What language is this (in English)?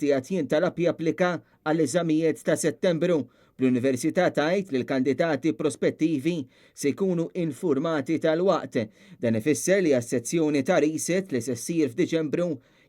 Maltese